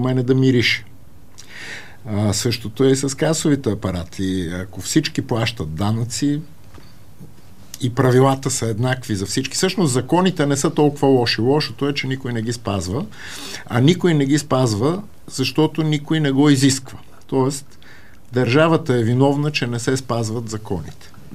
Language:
Bulgarian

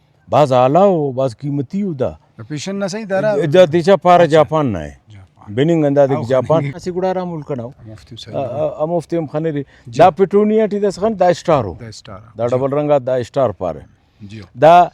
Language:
Brahui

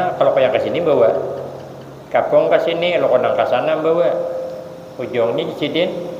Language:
Banjar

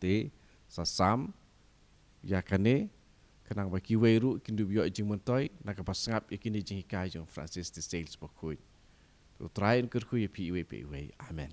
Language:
Khasi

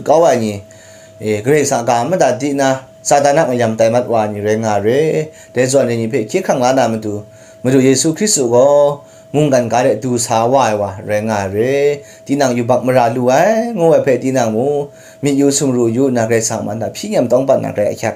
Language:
Kachin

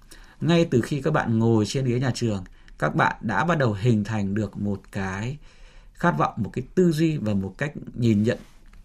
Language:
Vietnamese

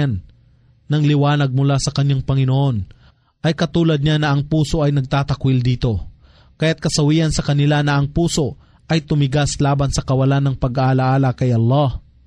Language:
Filipino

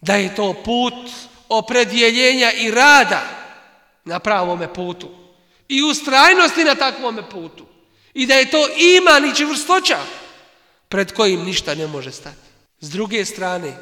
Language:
Bosnian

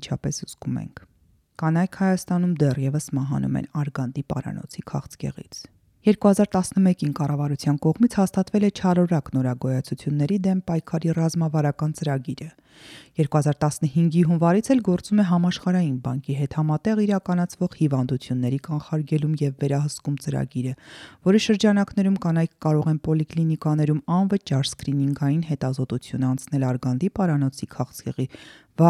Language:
Armenian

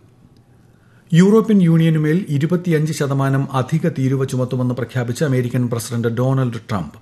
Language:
Malayalam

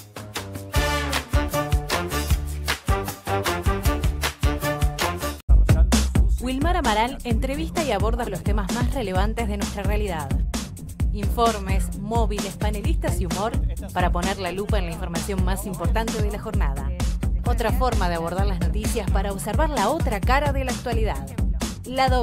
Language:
Spanish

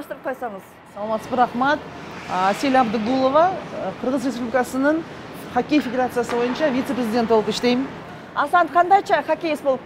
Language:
Kyrgyz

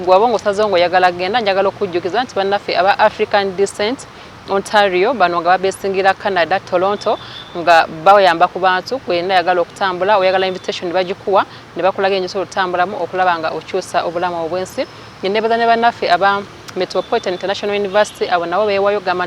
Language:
Ganda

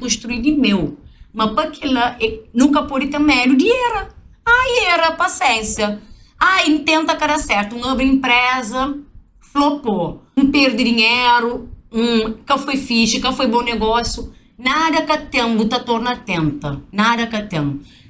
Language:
Kabuverdianu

